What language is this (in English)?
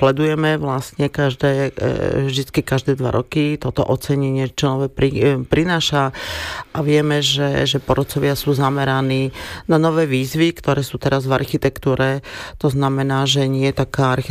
Slovak